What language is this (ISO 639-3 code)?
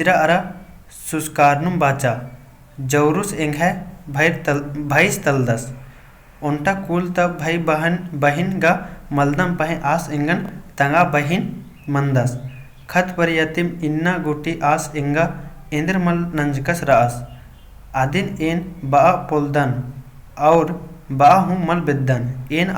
kru